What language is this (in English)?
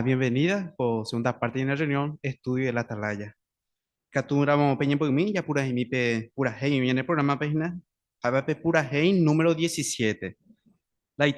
Guarani